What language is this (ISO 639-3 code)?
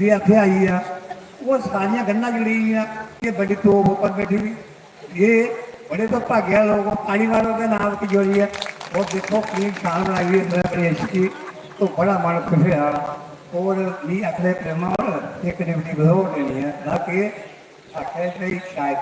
doi